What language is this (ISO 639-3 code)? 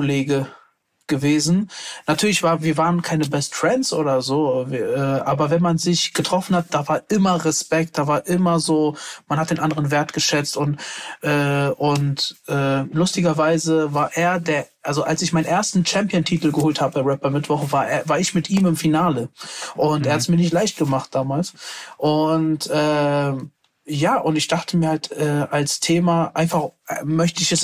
deu